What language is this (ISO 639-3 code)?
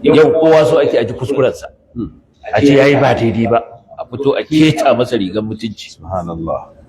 hau